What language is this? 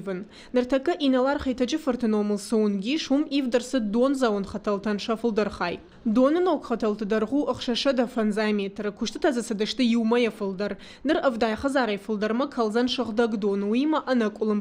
Ossetic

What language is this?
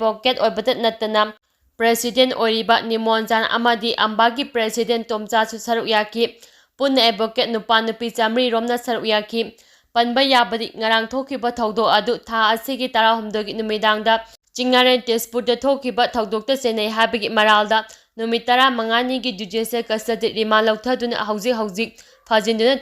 Manipuri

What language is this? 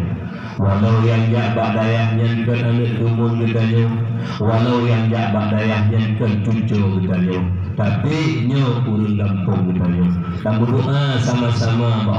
Achinese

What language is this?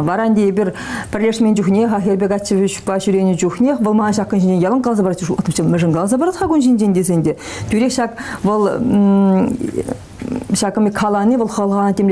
Chuvash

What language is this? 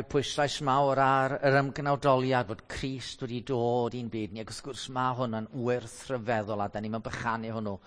Welsh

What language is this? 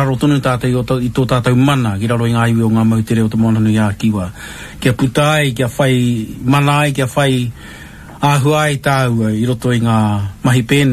Māori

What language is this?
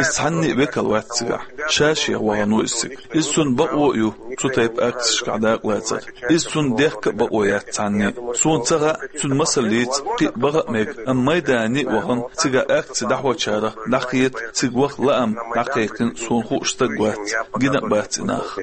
Chechen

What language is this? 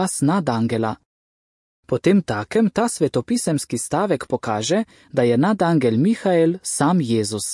Slovenian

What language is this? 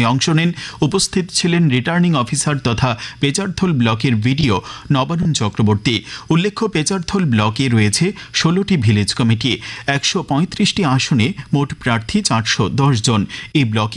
Bangla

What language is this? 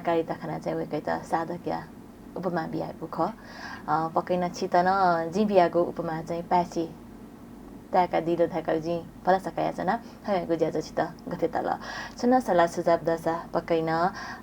Newari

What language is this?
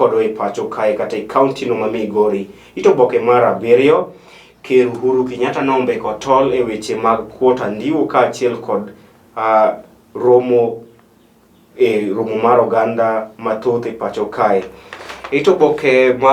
Luo (Kenya and Tanzania)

